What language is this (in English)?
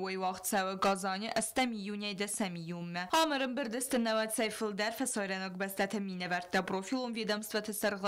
Ossetic